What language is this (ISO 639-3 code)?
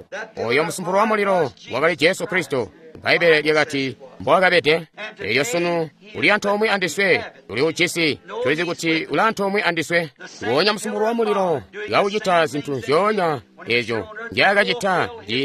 toi